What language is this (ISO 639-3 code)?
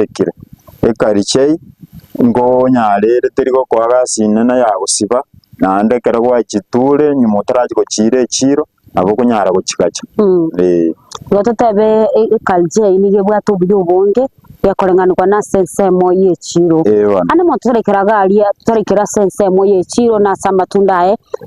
guz